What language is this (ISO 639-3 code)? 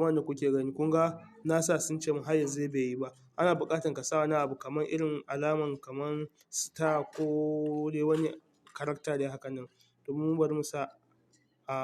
hau